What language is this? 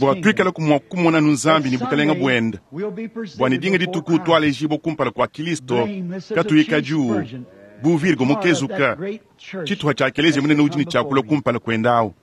Luba-Lulua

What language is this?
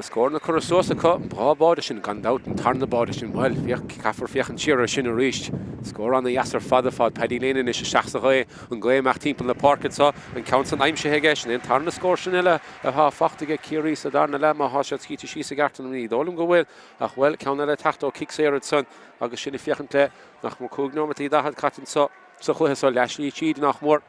Irish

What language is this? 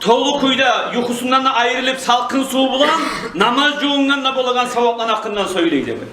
Kumyk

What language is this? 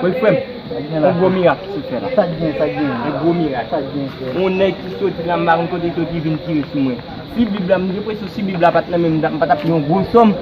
Haitian Creole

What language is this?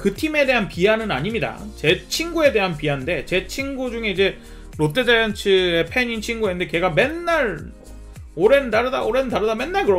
Korean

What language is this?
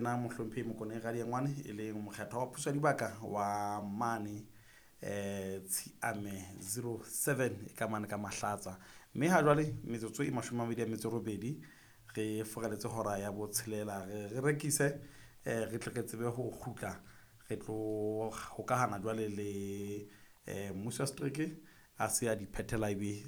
Southern Sotho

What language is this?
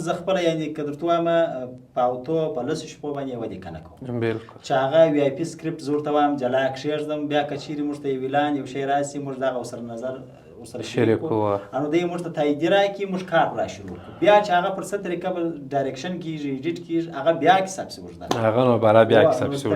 Pashto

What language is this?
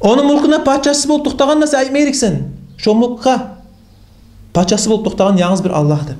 Kumyk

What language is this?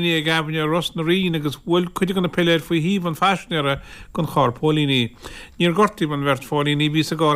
Irish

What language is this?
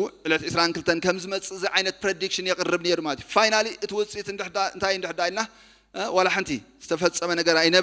Tigrinya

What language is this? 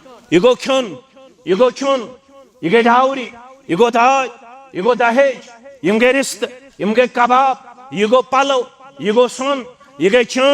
Kashmiri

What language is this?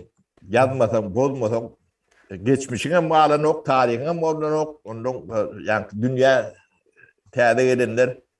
Turkmen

